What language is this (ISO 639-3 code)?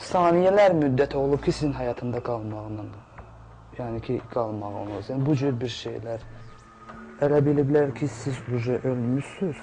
aze